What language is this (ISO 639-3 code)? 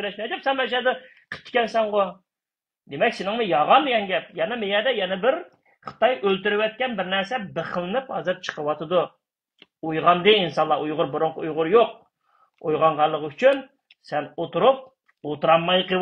uig